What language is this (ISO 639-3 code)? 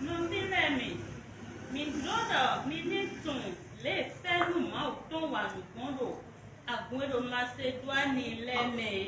fon